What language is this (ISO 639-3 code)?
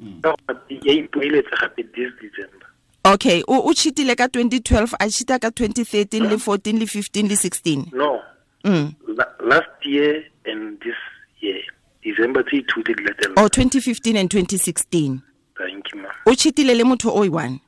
tsn